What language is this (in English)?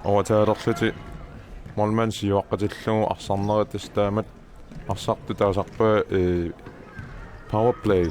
Kalaallisut